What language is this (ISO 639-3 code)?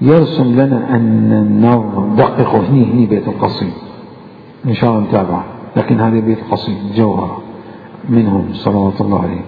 acm